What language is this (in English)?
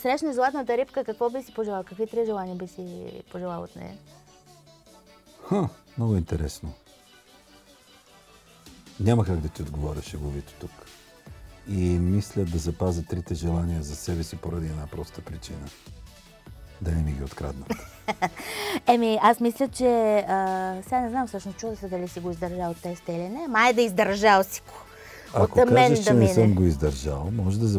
Bulgarian